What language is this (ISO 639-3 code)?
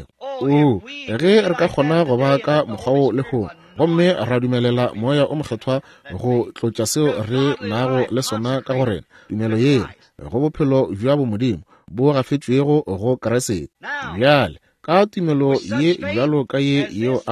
nso